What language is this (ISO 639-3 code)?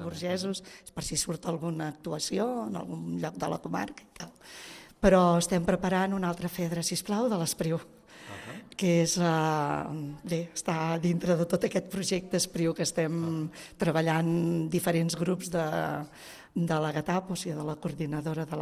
cat